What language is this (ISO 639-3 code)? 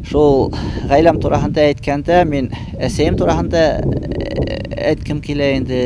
bak